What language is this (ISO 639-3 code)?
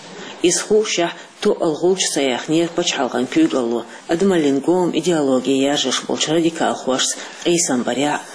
che